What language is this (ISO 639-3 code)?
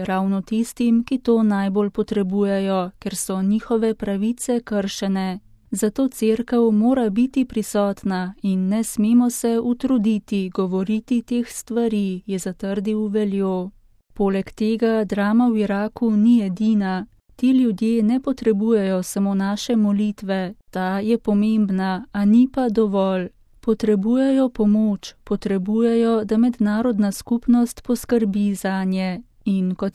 slv